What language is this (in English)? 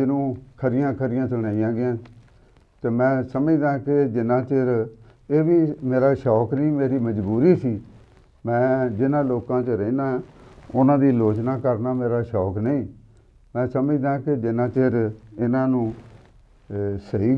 Punjabi